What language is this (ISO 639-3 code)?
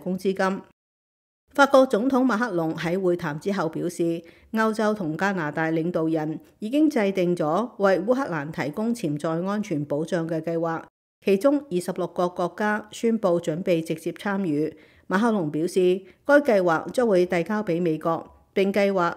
yue